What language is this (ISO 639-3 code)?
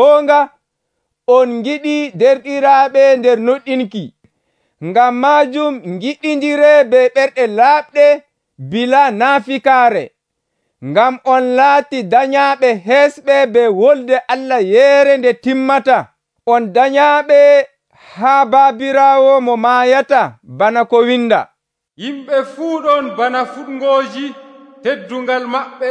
fuv